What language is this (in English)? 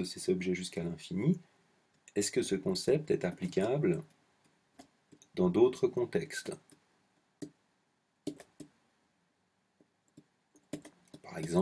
French